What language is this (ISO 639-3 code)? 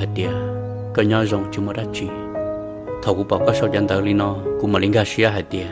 hmn